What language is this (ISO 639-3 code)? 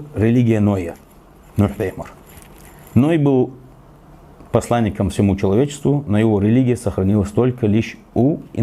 inh